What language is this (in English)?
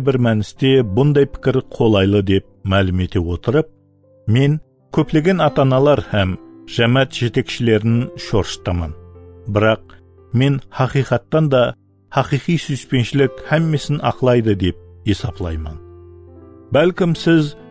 Kara-Kalpak